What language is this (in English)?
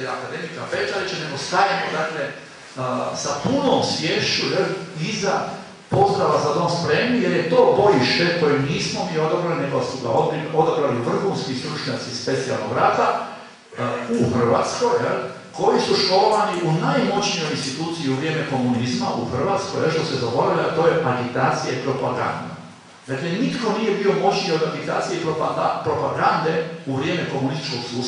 Croatian